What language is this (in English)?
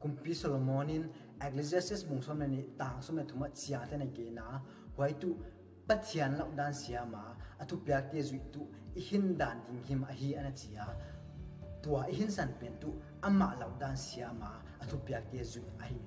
Paite Chin